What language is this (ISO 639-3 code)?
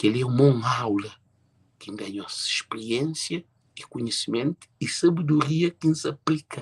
kea